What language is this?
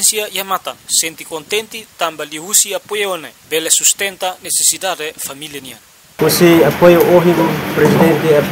Tetum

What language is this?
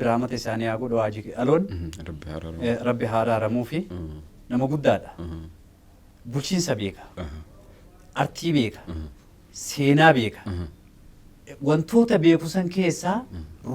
Oromo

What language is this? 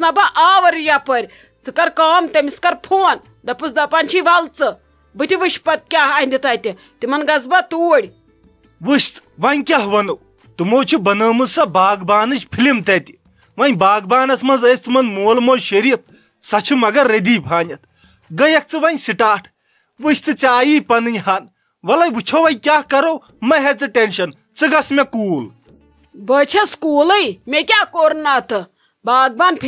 Kashmiri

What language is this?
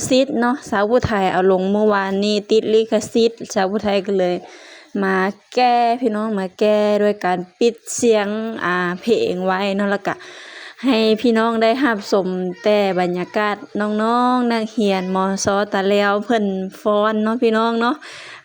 Lao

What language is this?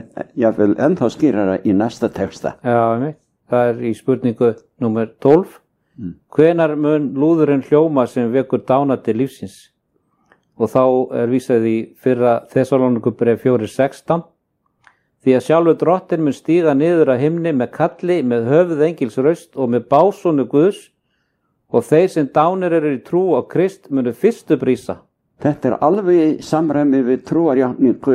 Icelandic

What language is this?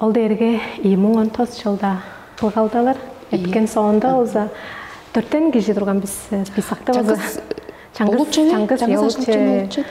Tuvinian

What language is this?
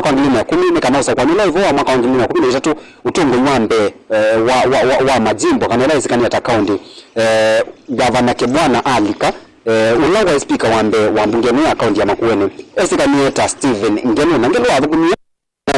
Kamba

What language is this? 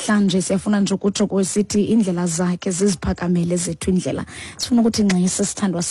Xhosa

